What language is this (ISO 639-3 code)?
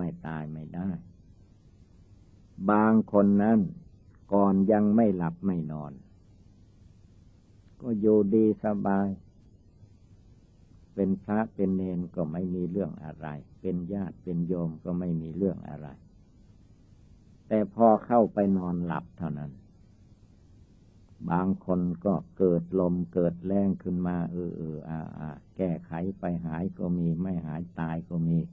tha